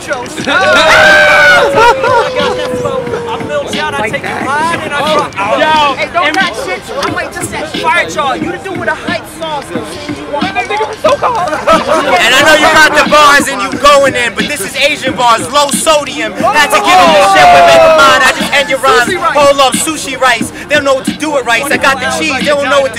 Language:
English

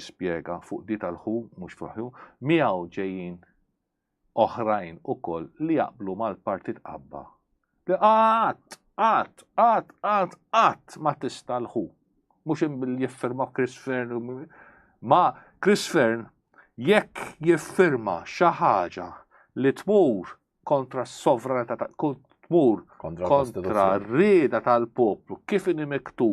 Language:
Maltese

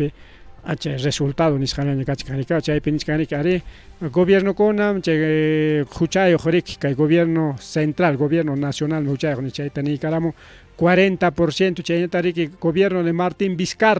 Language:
Ayacucho Quechua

